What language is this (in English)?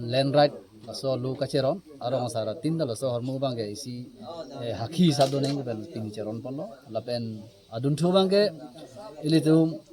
Karbi